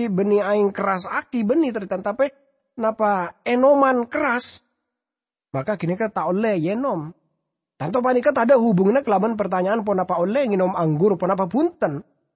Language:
Madurese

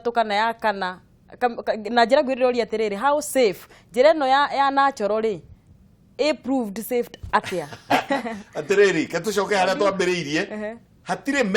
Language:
Kikuyu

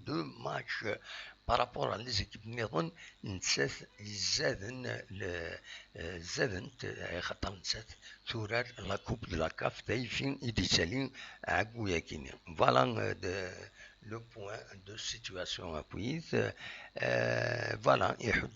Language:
Kabyle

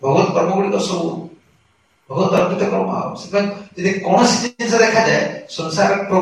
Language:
Odia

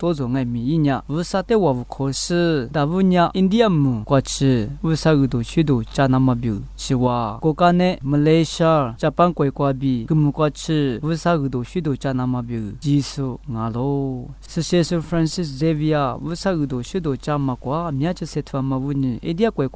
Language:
Lisu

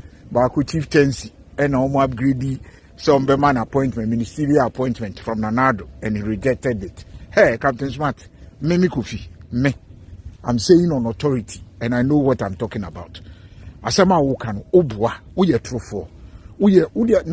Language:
Akan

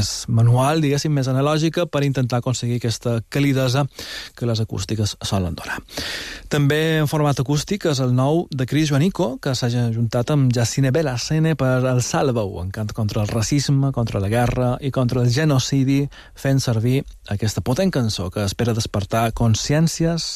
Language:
Catalan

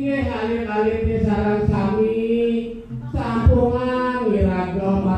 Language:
Balinese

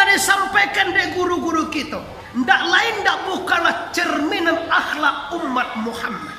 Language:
Minangkabau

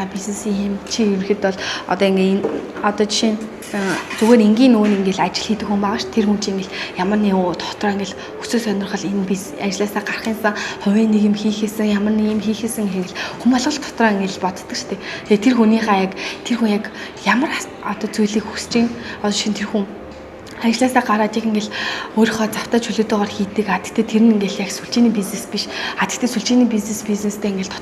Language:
Mongolian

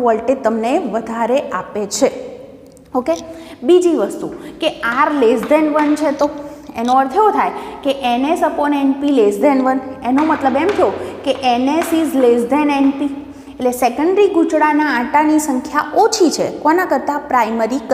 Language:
Gujarati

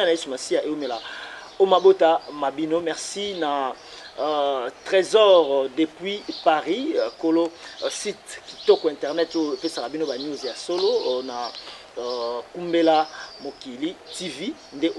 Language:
Lingala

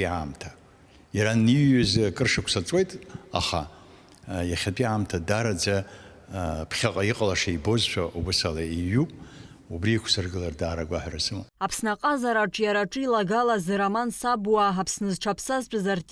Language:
Abkhazian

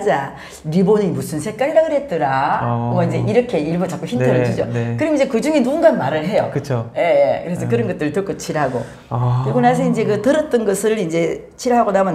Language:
Korean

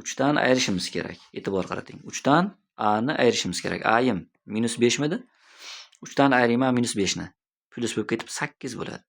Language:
Uzbek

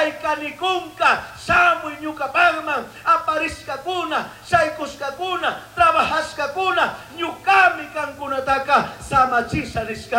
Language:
Chimborazo Highland Quichua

